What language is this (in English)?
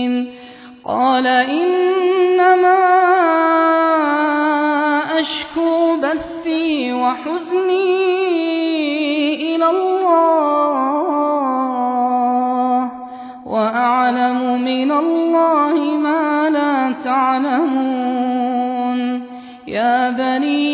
Arabic